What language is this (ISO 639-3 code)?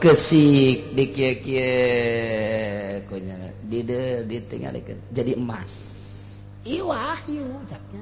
sun